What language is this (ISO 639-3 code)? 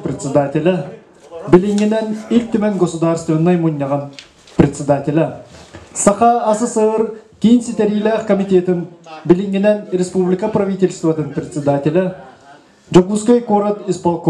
sah